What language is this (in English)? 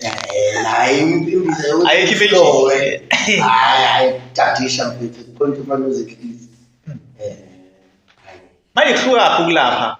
Zulu